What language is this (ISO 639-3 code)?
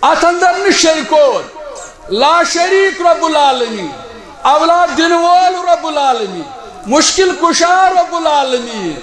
kas